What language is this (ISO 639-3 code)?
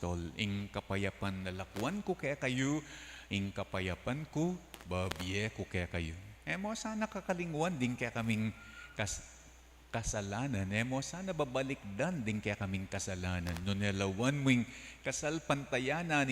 pam